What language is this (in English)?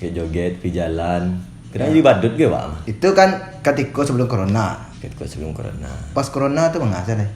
Minangkabau